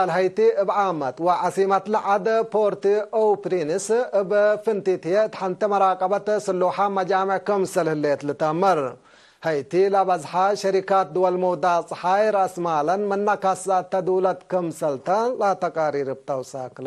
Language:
Tigre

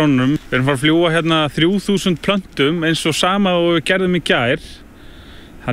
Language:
Icelandic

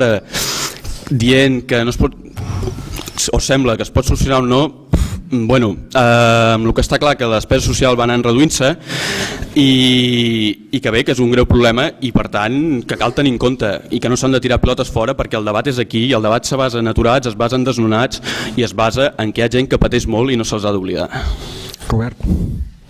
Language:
Catalan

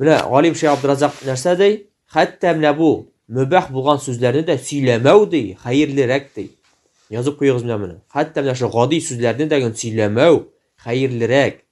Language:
Tatar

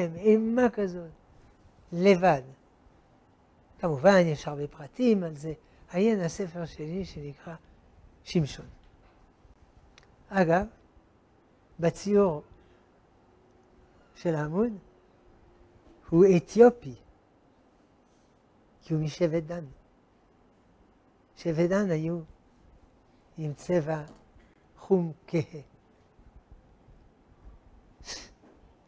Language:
Hebrew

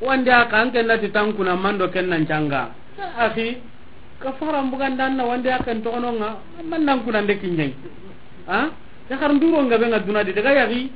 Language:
Soninke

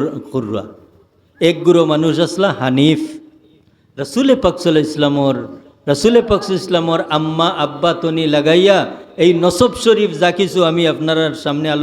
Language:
Sylheti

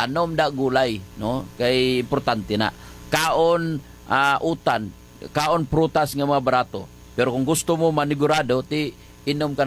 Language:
Hiligaynon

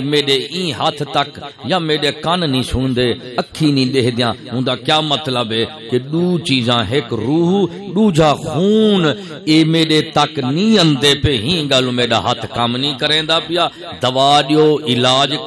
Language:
Saraiki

